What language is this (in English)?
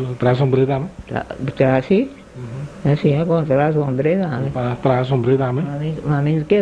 Papiamento